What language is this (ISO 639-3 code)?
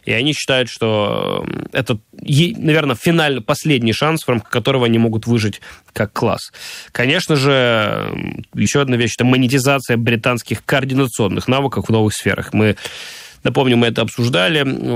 rus